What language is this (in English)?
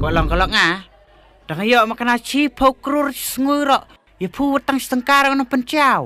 Khasi